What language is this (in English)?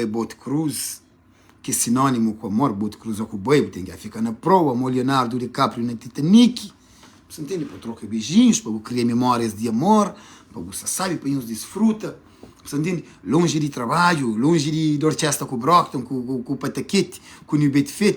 Kabuverdianu